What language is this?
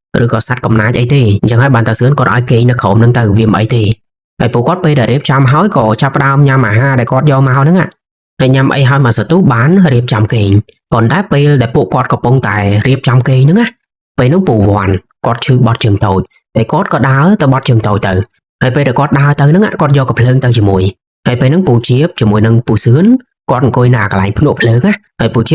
Khmer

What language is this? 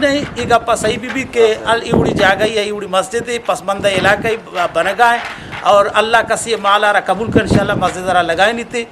Eastern Balochi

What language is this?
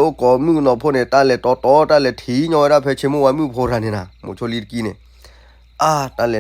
S'gaw Karen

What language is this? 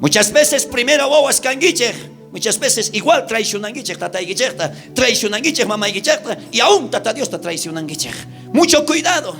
South Bolivian Quechua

